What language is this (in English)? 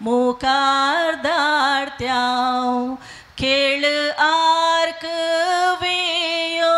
Konkani